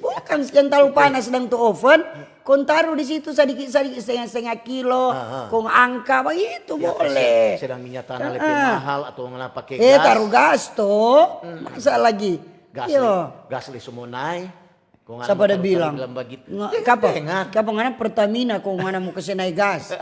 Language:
Manado Malay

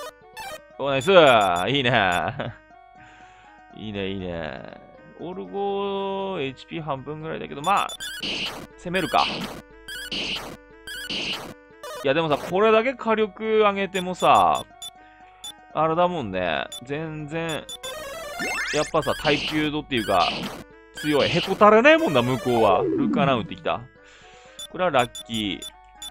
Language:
Japanese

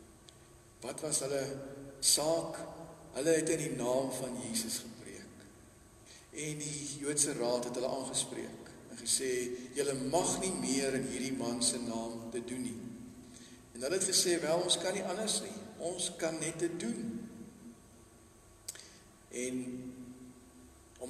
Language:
Afrikaans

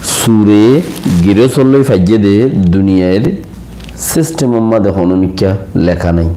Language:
Rohingya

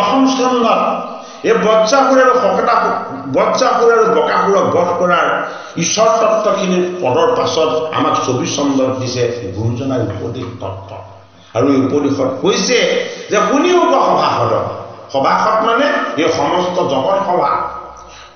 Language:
Assamese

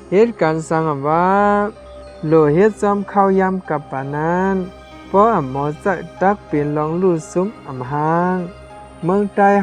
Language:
Shan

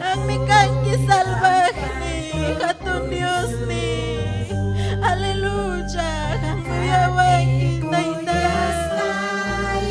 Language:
Ayacucho Quechua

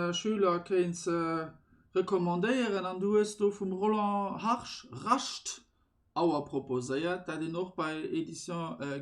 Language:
Luxembourgish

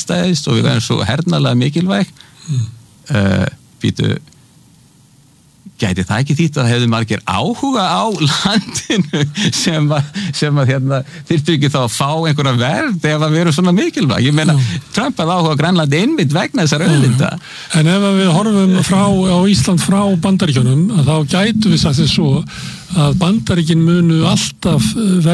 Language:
Icelandic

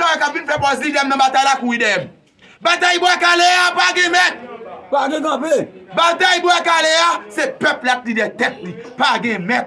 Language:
Haitian Creole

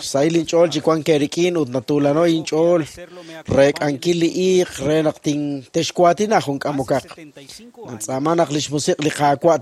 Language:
Kekchí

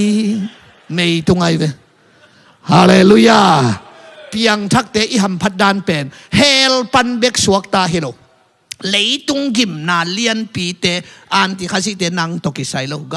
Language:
Tedim Chin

